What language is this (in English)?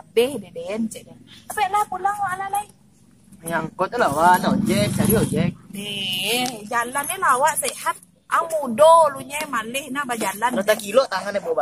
Minangkabau